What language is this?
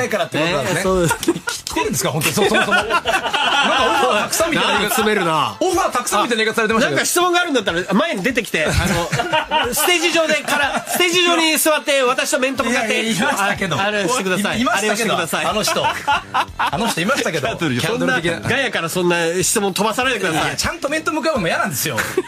Japanese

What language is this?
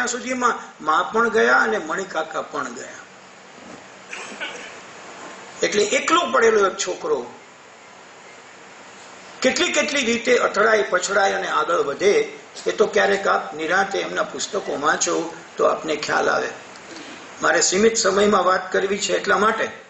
Gujarati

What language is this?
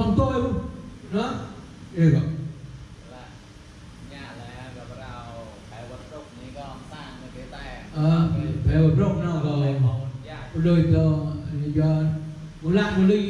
Vietnamese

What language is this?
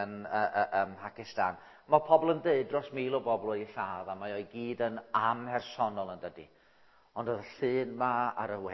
Welsh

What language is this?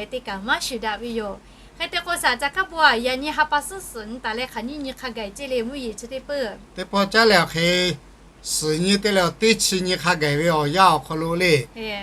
Lahu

